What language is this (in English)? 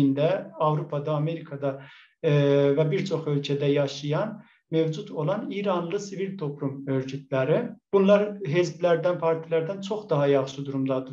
South Azerbaijani